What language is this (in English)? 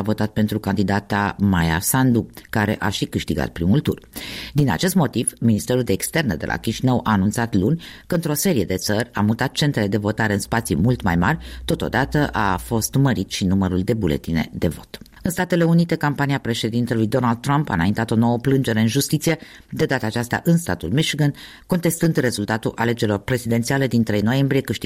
Romanian